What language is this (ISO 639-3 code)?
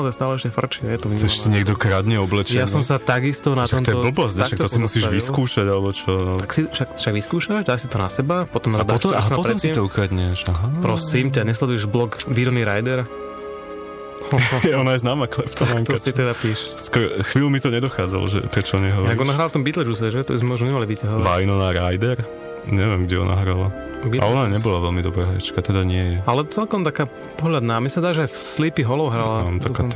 slk